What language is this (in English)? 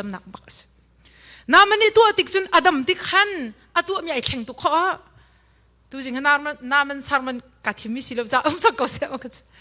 Hakha Chin